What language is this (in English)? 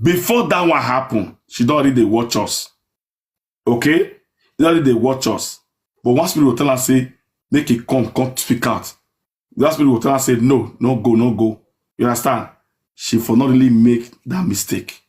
Nigerian Pidgin